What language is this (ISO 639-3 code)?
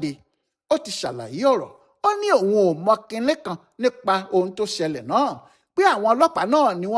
yor